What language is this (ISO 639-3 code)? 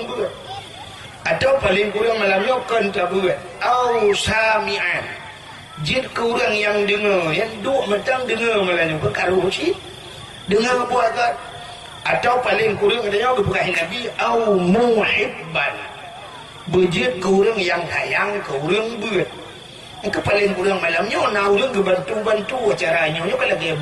ace